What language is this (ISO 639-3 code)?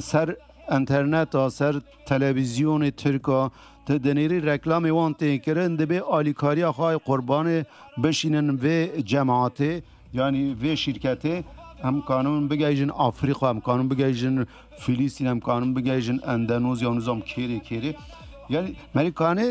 kur